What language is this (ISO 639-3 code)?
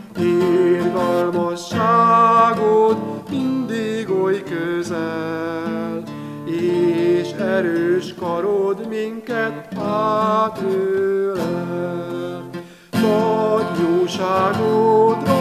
hun